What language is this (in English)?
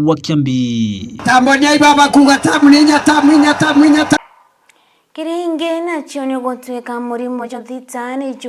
Meru